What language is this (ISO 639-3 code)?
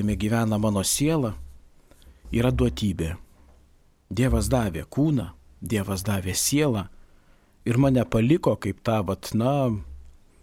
lit